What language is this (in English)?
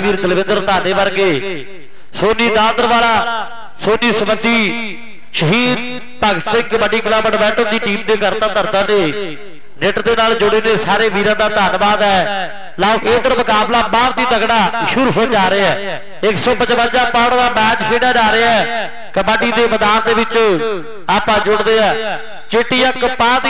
Punjabi